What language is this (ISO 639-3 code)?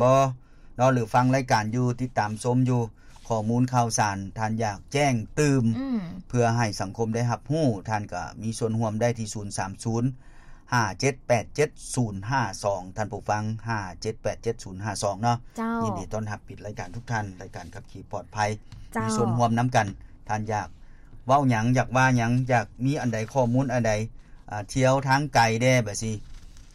lao